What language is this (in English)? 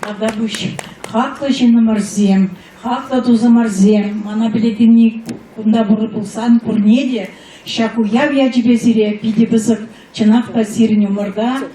Chuvash